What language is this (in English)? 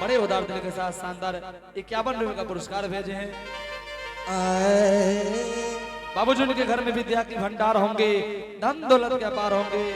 Angika